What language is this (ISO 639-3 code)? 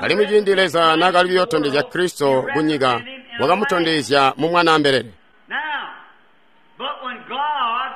toi